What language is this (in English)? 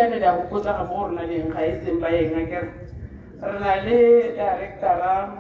Tswana